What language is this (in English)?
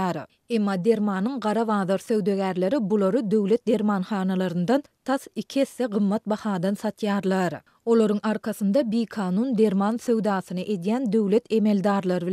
Turkmen